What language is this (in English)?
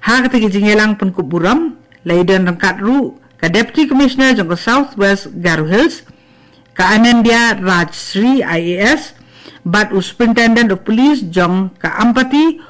Khasi